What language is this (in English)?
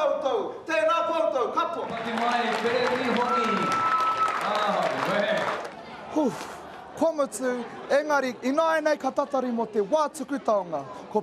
Māori